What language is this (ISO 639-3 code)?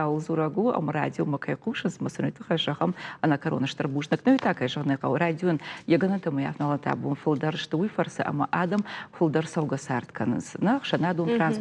oss